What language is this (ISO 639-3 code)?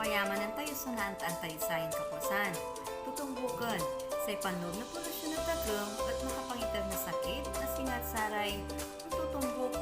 pag